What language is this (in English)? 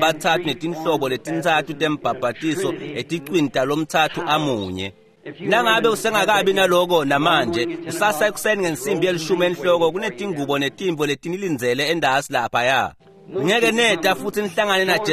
Swati